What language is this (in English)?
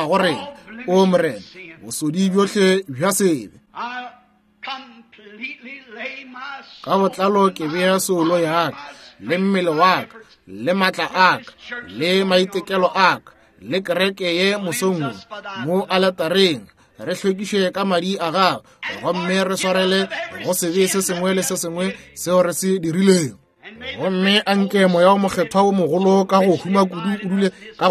Northern Sotho